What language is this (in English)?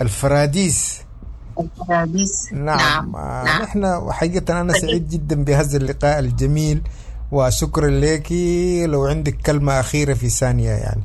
Sudanese Arabic